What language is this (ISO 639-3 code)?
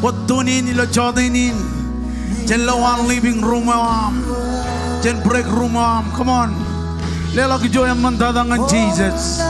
mah